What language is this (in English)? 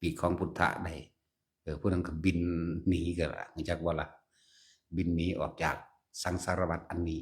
Northeastern Thai